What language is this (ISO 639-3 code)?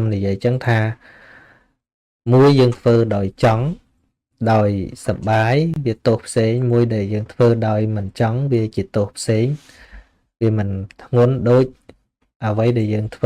khm